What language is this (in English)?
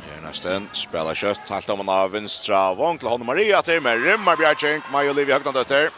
Faroese